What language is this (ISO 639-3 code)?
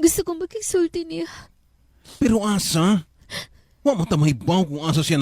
ceb